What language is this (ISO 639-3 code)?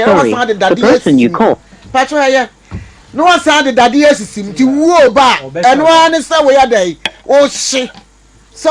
aka